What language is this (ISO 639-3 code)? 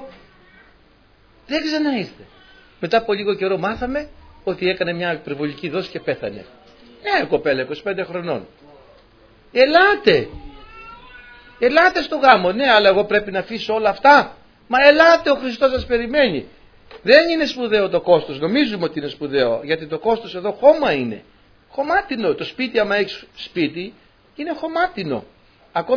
ell